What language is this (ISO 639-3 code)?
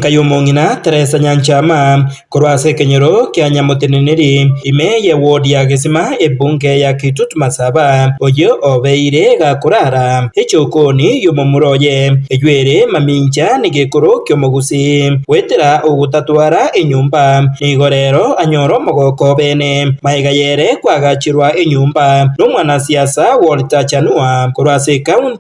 guz